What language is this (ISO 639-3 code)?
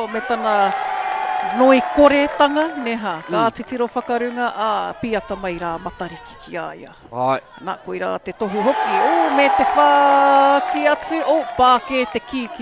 mri